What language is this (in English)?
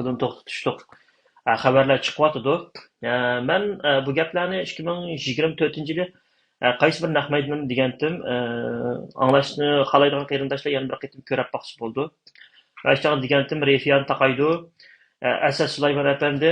Uyghur